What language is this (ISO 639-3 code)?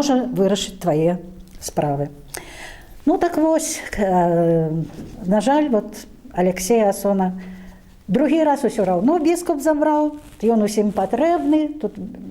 bel